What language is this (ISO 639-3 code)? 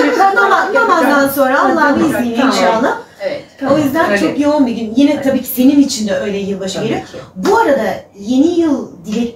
tur